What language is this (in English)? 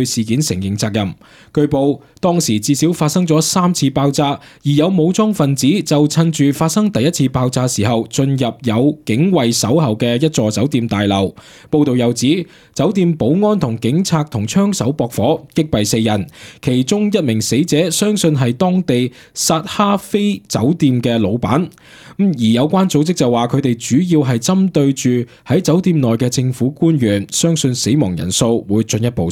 Cantonese